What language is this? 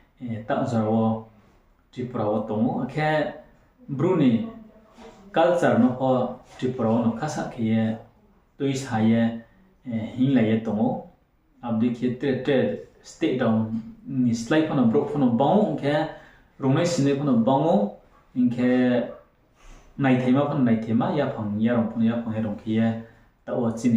Riang (India)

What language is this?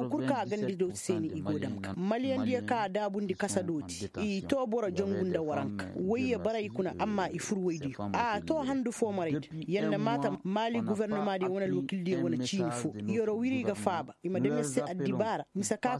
Koyraboro Senni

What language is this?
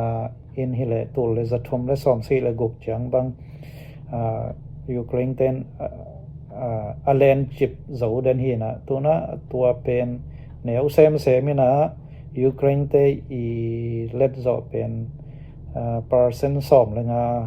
Tedim Chin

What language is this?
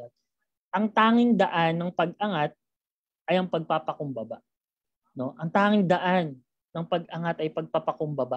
Filipino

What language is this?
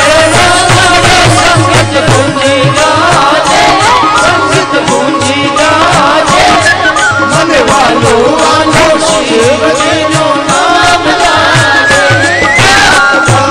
Gujarati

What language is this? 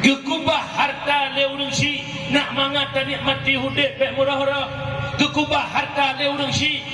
Achinese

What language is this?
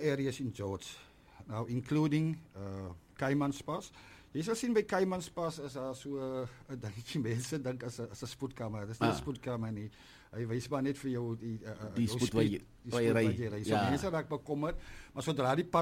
Afrikaans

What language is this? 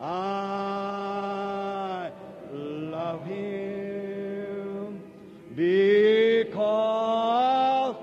Northern Sotho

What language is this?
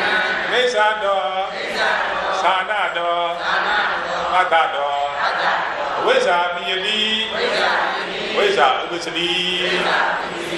Burmese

